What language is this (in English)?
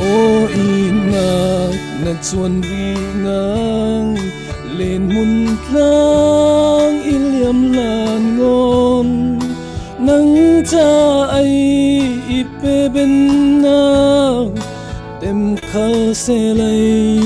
Falam Chin